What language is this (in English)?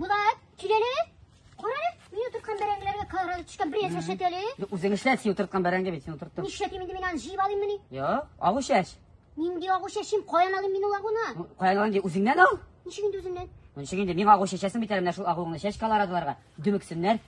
Tatar